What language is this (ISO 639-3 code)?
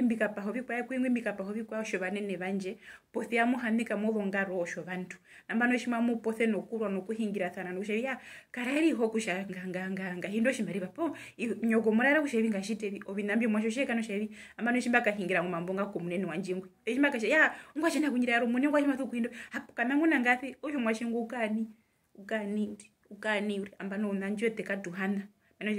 her